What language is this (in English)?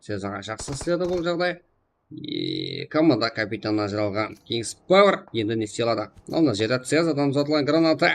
Kara-Kalpak